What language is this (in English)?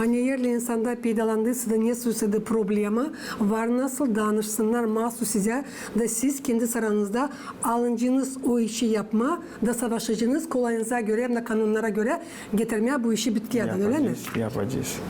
Gagauz